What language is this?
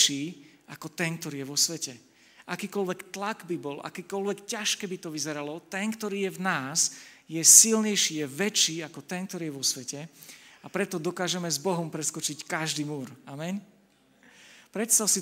Slovak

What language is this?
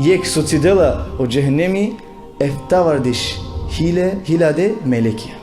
Balkan Romani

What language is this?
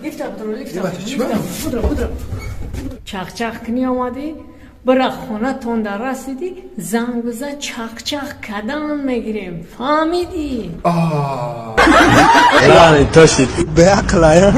Tajik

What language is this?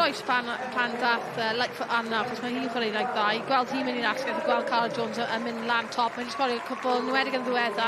Welsh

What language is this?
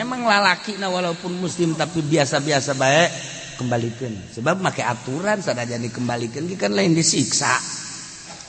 Sundanese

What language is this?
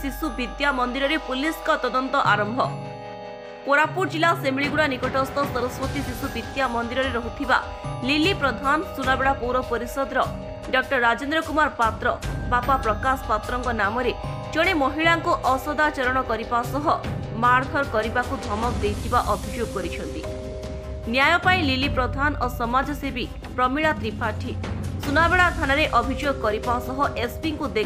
Odia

